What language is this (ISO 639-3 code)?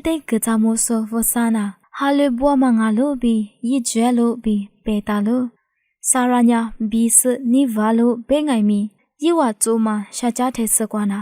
lis